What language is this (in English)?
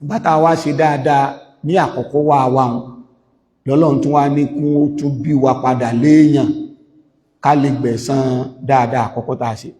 Yoruba